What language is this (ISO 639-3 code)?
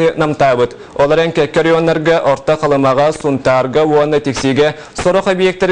sah